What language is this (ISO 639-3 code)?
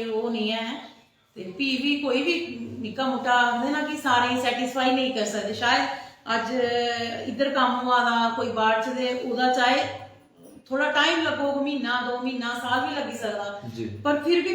doi